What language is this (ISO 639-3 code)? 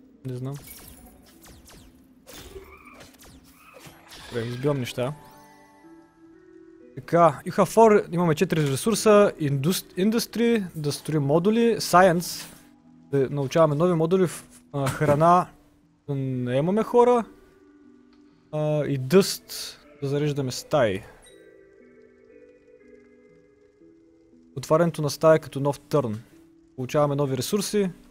bul